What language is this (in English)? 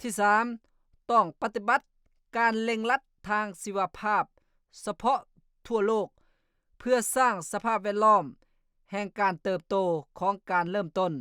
Lao